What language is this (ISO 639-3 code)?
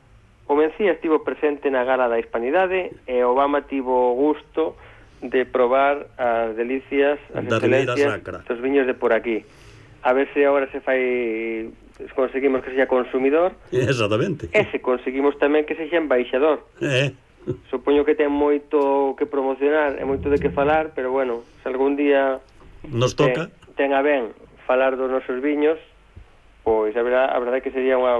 glg